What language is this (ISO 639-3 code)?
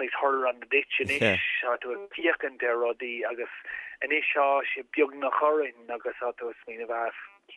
gle